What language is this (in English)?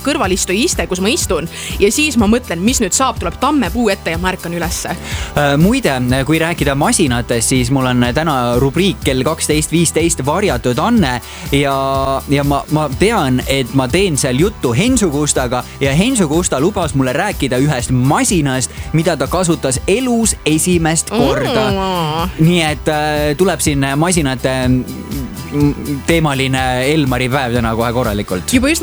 Estonian